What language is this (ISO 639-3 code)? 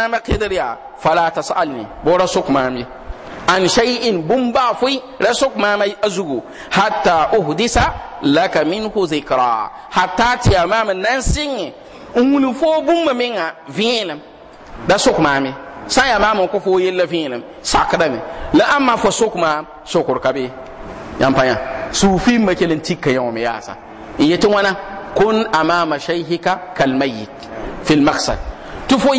mos